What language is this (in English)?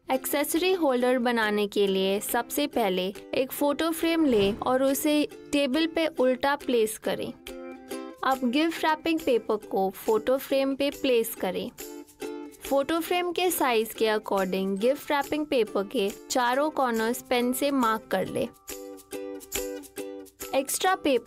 Hindi